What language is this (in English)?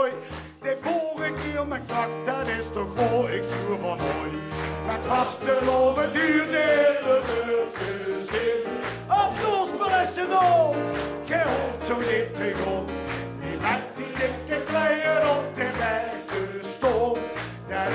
Limburgish